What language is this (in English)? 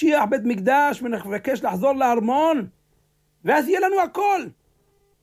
Hebrew